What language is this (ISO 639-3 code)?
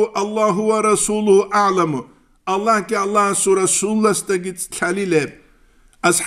ava